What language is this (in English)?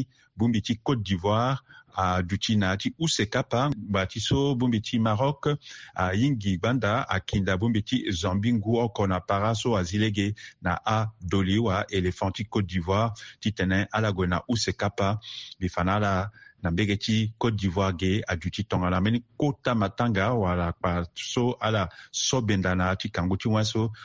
Sango